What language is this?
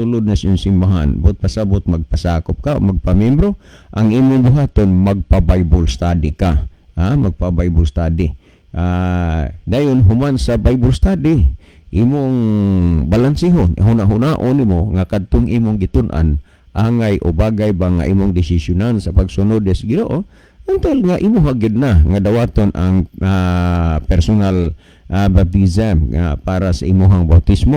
Cebuano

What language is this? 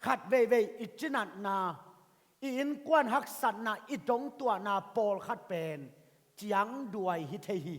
Tedim Chin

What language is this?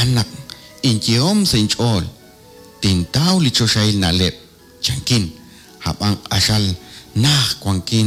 Kekchí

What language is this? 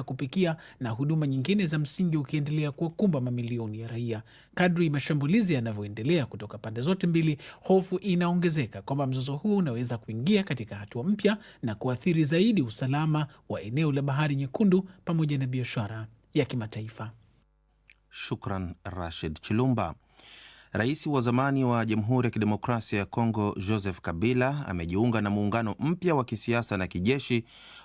Swahili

